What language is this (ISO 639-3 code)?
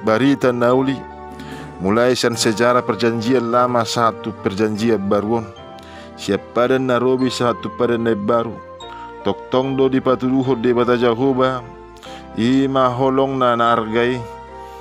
bbc